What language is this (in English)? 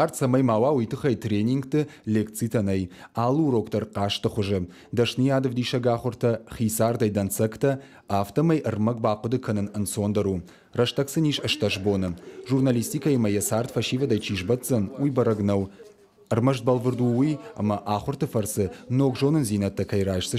Ossetic